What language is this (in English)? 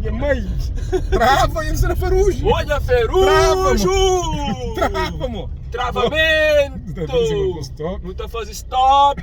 Kabuverdianu